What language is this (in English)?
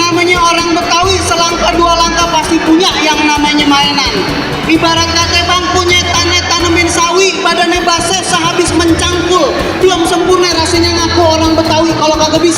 Betawi